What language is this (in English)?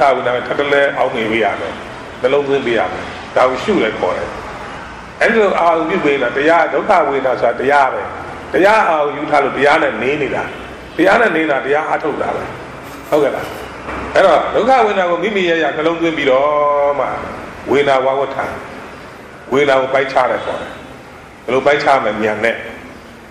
Burmese